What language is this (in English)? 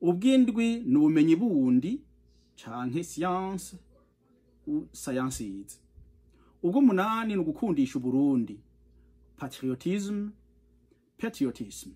Rundi